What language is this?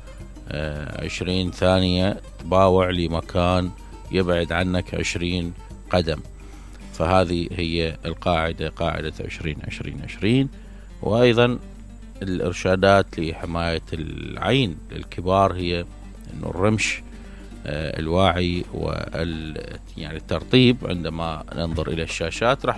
Mesopotamian Arabic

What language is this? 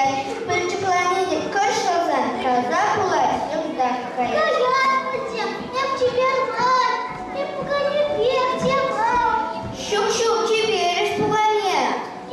Chuvash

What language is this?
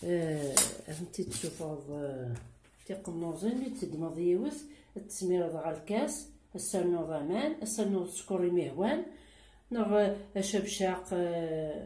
Kabyle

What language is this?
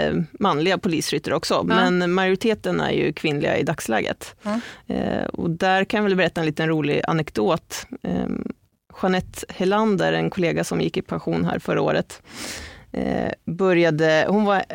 Swedish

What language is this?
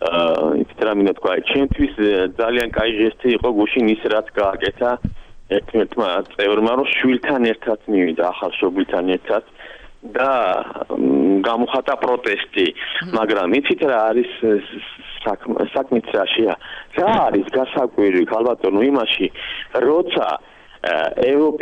Georgian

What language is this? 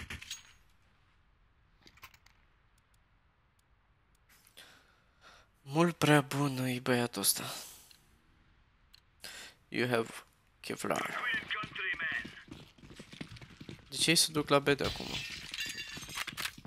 Romanian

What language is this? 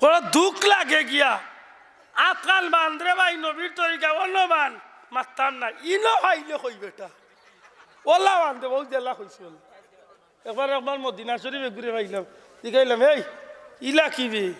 Sylheti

